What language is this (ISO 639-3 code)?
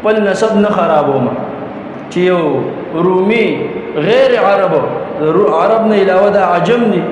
pus